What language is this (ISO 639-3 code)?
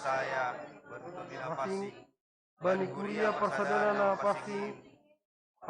bts